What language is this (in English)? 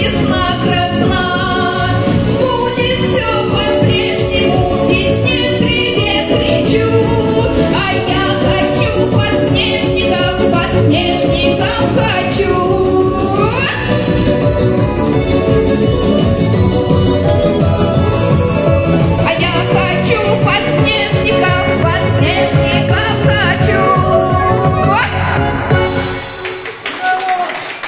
Russian